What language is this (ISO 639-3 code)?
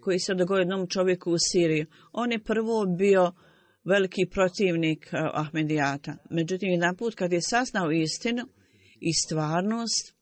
bos